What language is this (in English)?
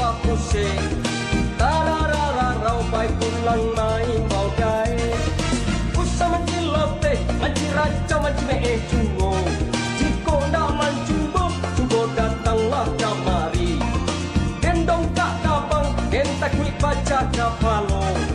Minangkabau